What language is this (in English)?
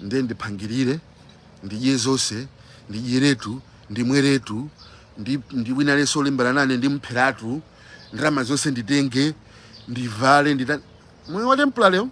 Nyanja